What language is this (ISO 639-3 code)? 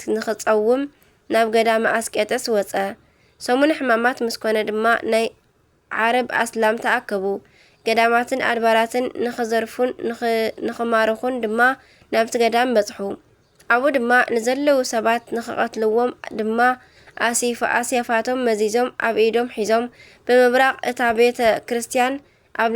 tir